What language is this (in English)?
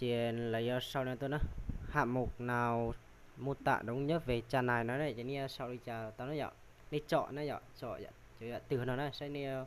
Hmong